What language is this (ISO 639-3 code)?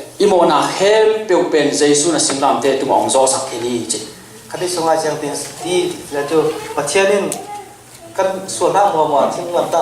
ctd